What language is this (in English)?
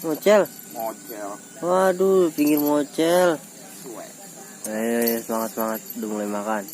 Betawi